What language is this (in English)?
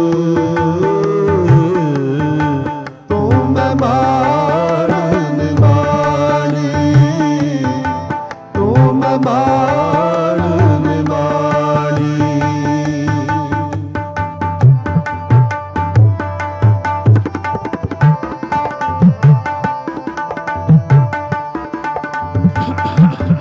Punjabi